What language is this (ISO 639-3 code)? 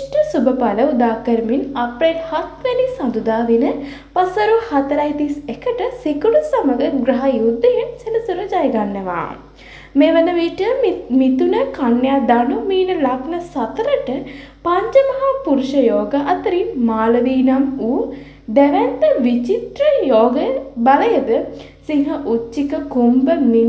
sin